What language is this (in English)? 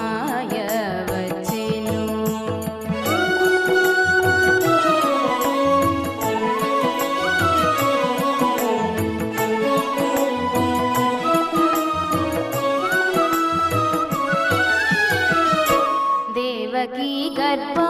Telugu